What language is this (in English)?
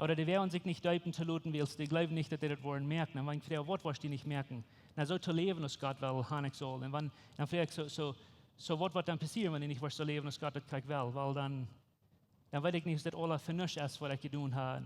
Plautdietsch